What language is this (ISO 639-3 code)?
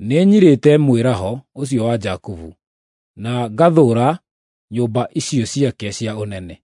kik